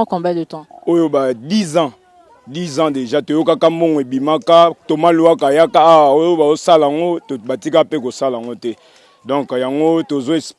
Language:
Lingala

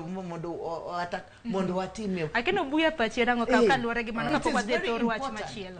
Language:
Luo (Kenya and Tanzania)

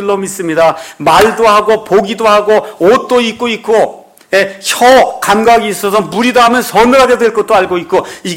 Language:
Korean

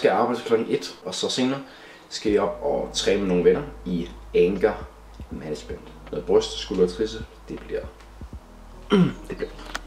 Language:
Danish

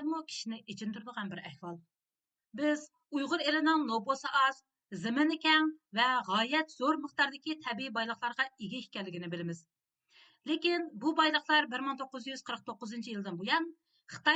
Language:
Uyghur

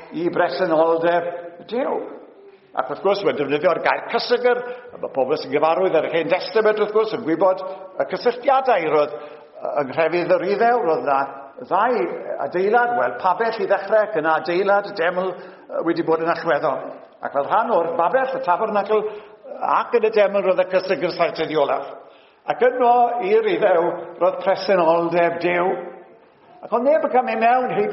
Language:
Welsh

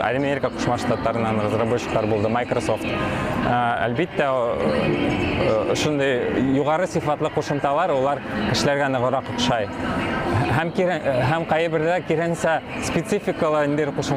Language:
Bashkir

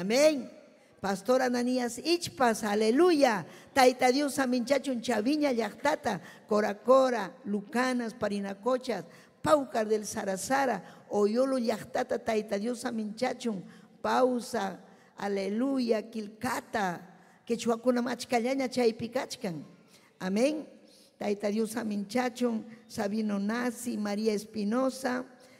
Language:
Ayacucho Quechua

